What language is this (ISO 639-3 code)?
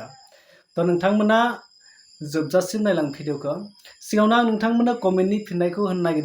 brx